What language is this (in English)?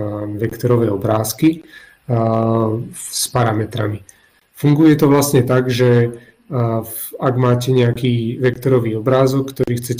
Slovak